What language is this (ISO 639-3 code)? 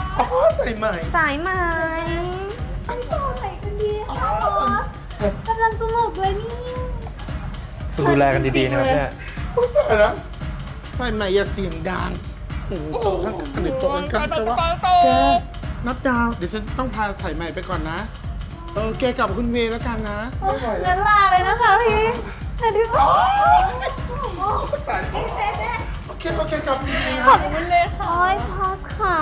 tha